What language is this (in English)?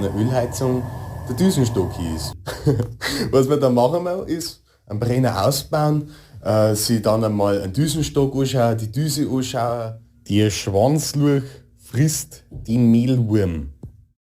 Bavarian